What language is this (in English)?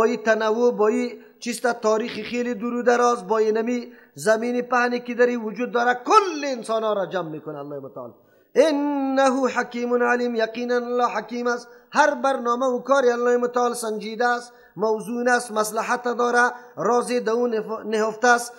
Persian